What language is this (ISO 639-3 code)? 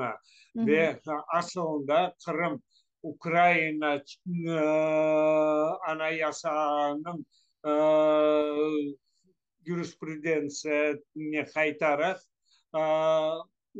crh